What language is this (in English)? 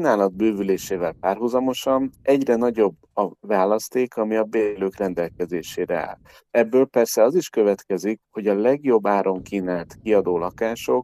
Hungarian